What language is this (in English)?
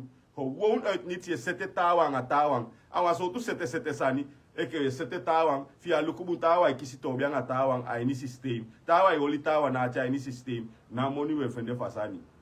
Sranan Tongo